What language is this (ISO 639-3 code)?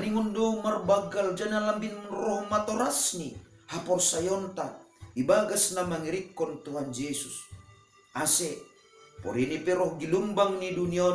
bts